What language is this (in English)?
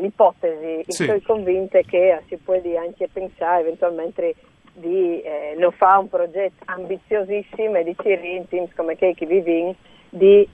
Friulian